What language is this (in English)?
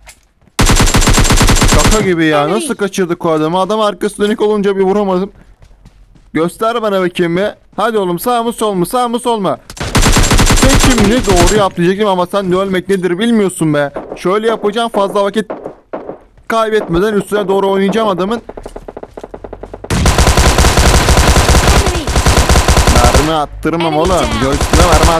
Turkish